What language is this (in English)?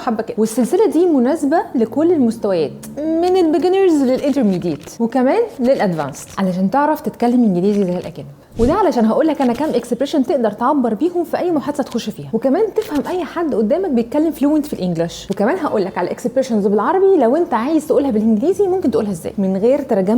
Egyptian Arabic